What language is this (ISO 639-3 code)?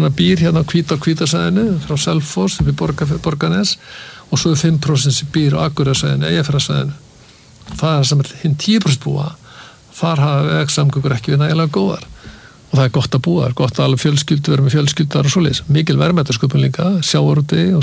isl